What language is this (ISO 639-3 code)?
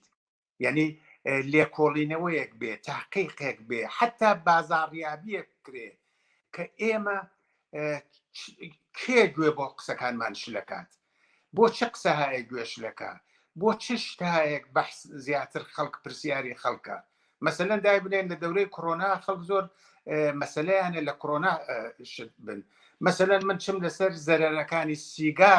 ckb